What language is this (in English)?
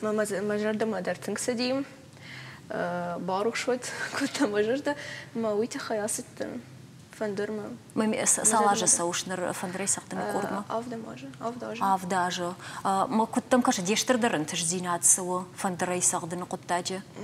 Ossetic